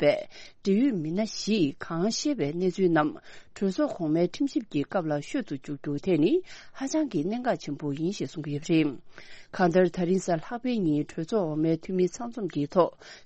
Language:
Tibetan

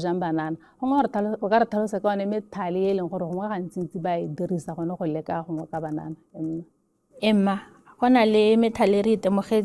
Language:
Tswana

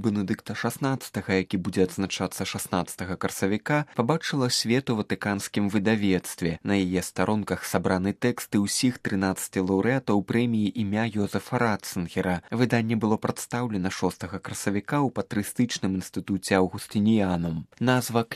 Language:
Belarusian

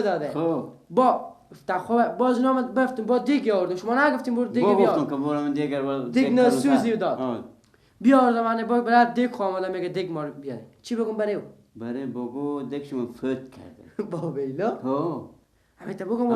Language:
Persian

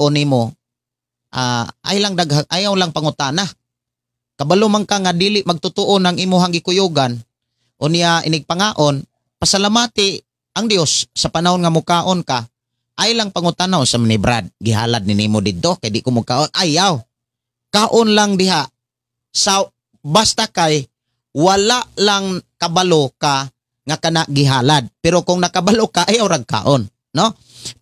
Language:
Cebuano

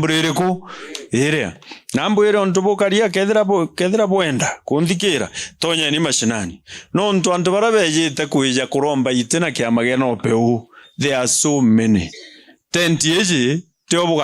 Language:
Meru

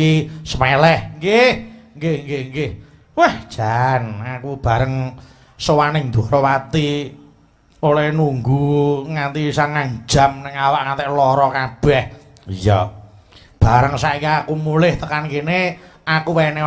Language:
Javanese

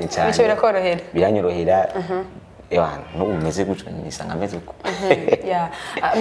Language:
Rundi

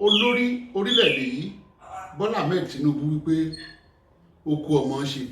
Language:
Yoruba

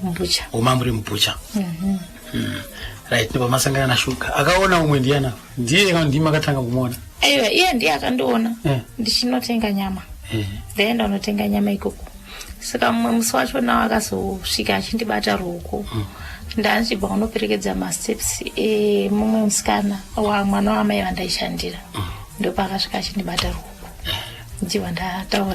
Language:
Shona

